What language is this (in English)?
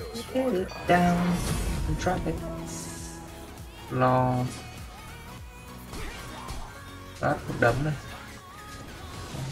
Vietnamese